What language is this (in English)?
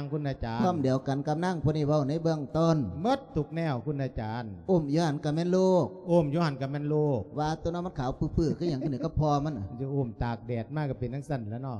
Lao